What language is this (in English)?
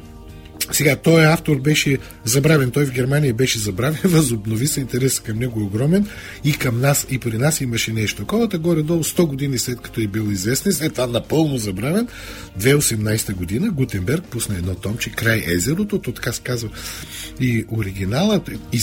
Bulgarian